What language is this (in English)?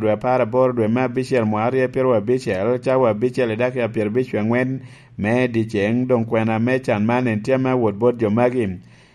Lango (Uganda)